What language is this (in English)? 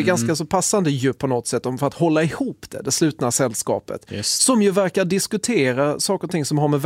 Swedish